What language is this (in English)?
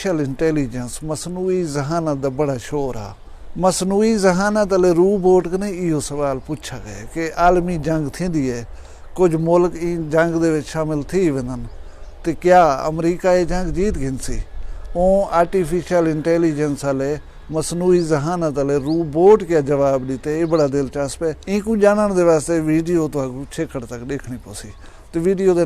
Saraiki